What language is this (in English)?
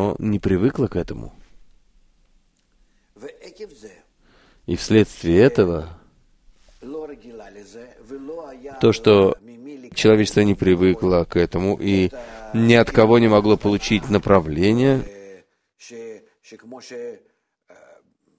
Russian